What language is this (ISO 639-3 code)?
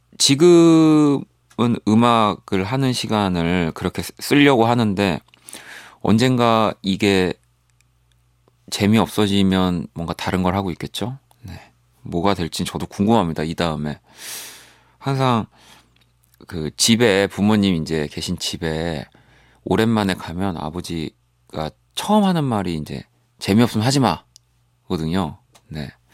kor